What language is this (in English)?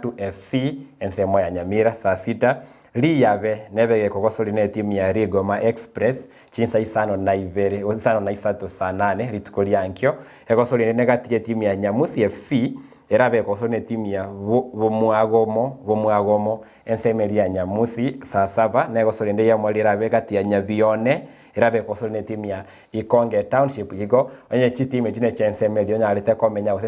Gusii